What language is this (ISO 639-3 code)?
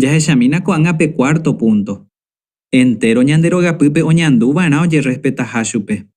grn